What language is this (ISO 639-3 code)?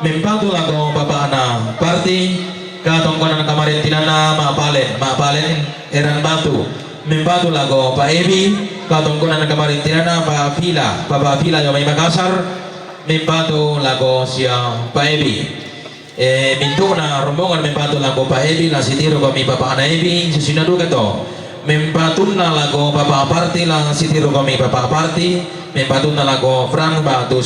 sda